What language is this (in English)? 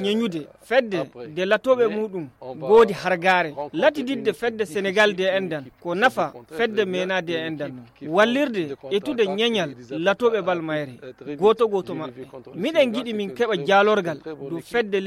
Nigerian Fulfulde